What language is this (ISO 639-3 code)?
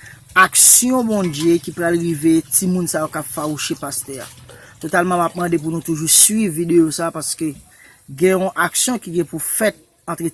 hat